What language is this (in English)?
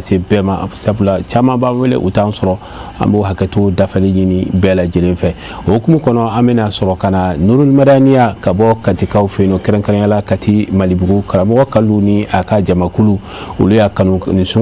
Bambara